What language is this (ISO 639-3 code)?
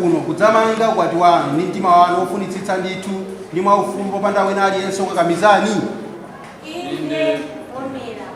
nya